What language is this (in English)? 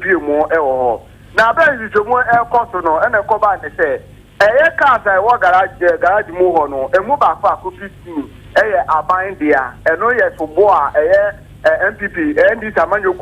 Akan